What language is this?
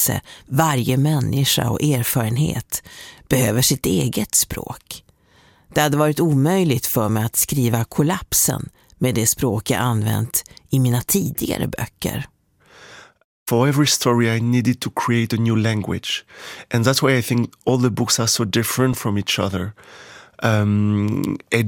Swedish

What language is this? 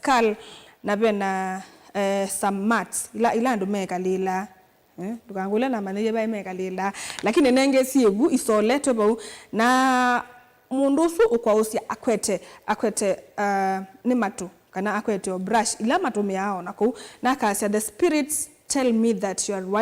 Kamba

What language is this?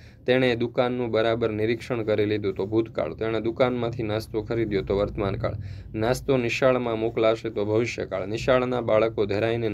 Gujarati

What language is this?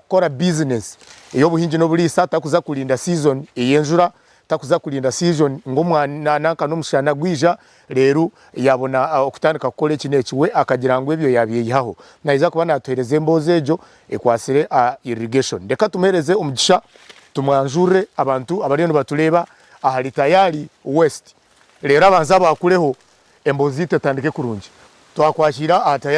Nyankole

